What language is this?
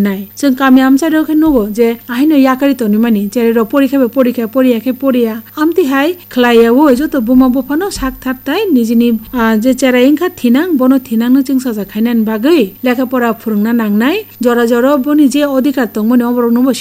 Kok Borok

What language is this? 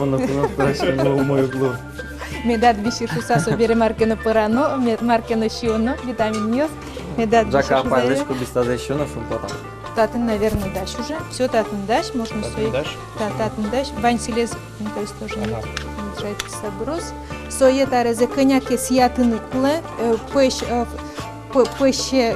Udmurt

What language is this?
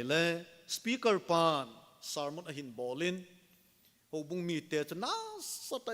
Thado Chin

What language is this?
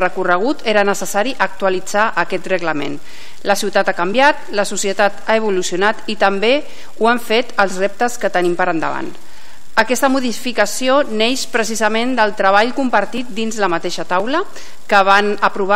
Catalan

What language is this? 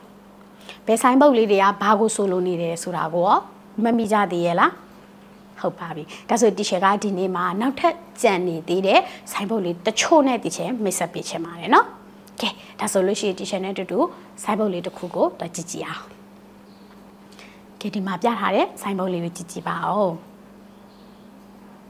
Burmese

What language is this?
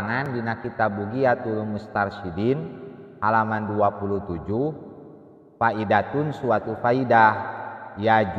Sundanese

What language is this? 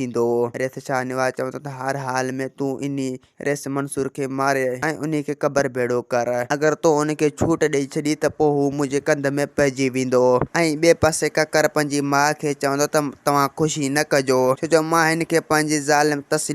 Sindhi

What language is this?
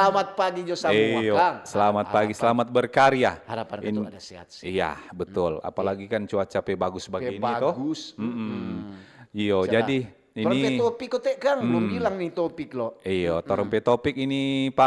Manado Malay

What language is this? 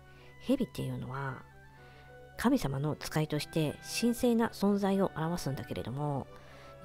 Japanese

